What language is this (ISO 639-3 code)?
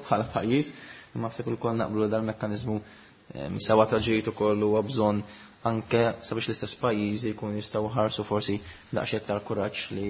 mlt